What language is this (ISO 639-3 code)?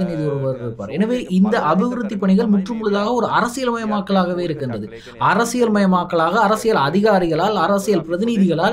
tam